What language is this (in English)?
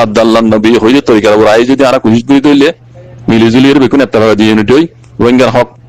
Rohingya